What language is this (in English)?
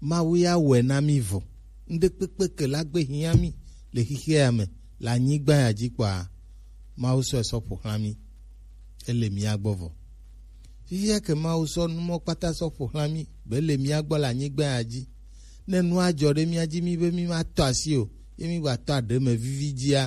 Gen